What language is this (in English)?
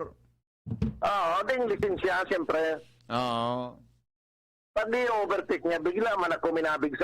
Bikol